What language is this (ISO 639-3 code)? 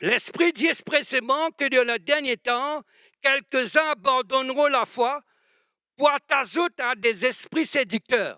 mfe